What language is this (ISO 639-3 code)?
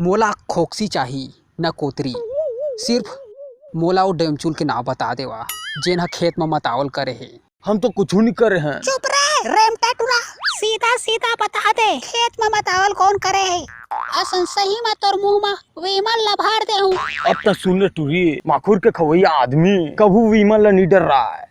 hne